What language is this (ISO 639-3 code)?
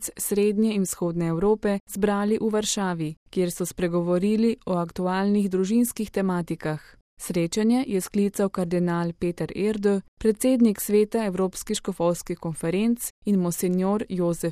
slv